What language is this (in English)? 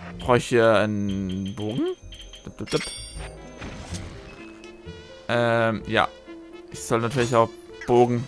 German